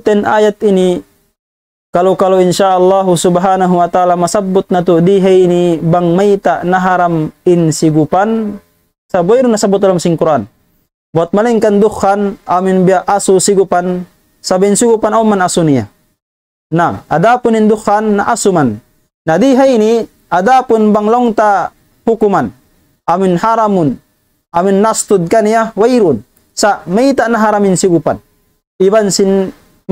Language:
Tausug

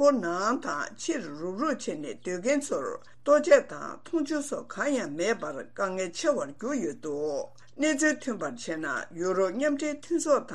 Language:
Tibetan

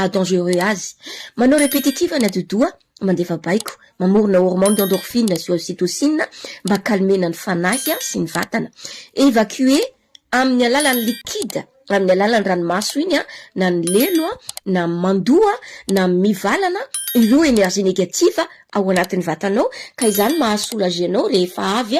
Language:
Malagasy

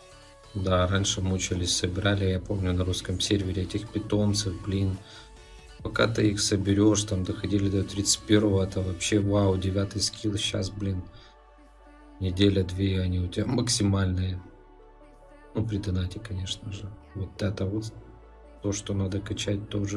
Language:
Russian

